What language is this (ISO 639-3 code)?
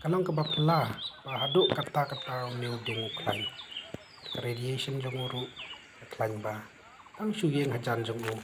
kha